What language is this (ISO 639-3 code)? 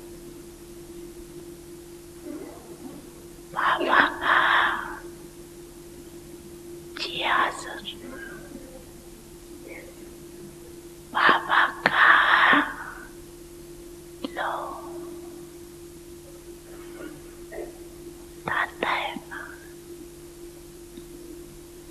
hin